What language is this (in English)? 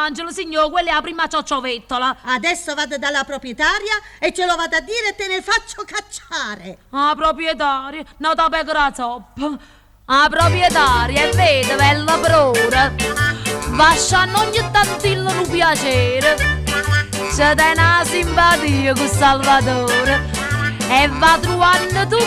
Neapolitan